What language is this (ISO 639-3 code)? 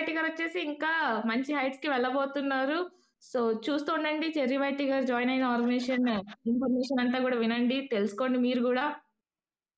tel